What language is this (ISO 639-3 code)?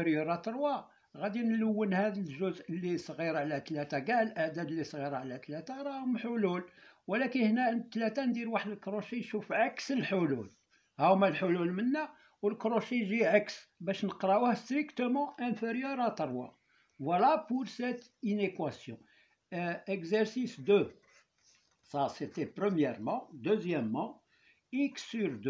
ary